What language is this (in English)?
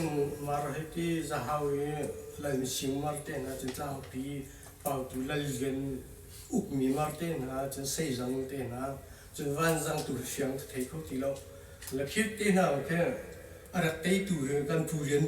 Hakha Chin